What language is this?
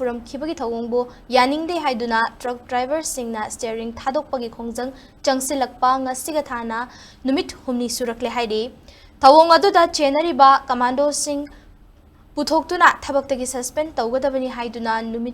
Manipuri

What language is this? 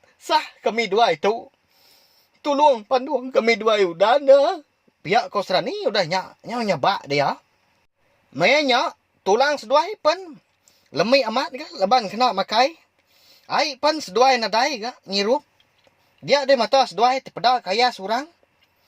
Iban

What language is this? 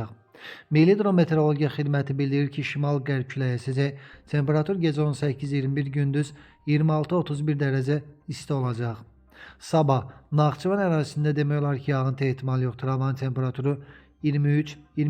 Azerbaijani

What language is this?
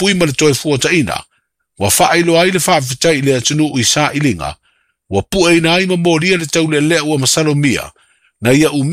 Samoan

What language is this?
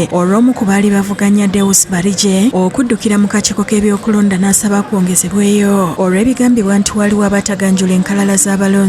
Ganda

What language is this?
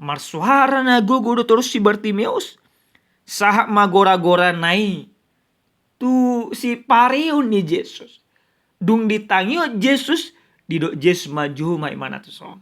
Batak Toba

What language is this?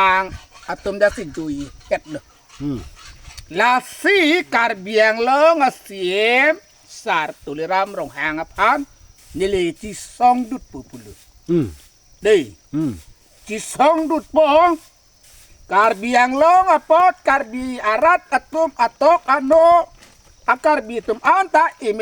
Karbi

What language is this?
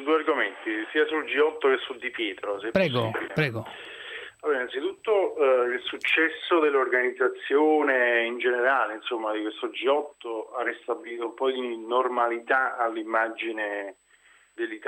Italian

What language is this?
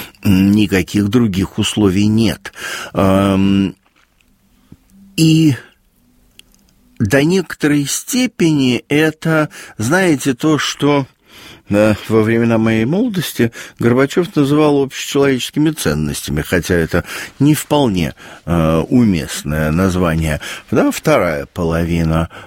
Russian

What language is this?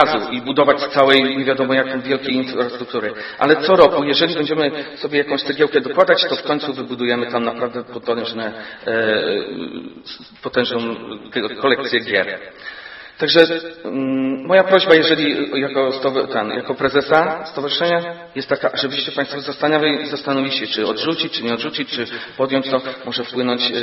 Polish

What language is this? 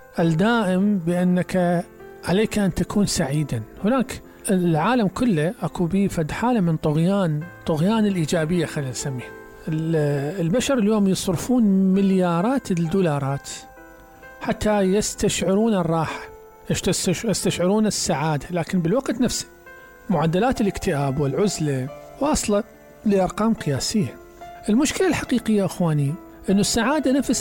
Mesopotamian Arabic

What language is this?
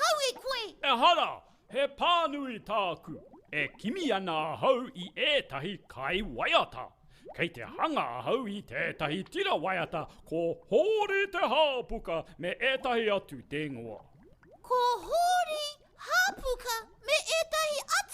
Māori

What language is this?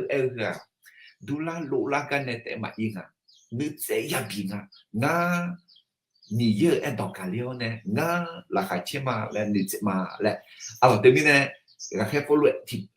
Akha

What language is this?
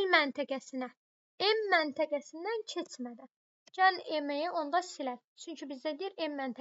Azerbaijani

